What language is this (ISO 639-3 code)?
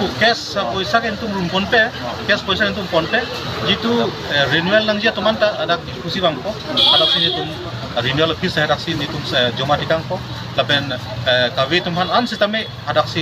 mjw